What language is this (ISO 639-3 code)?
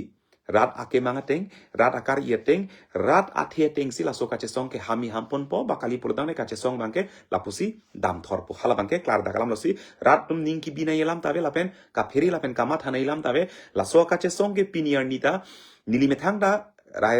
mjw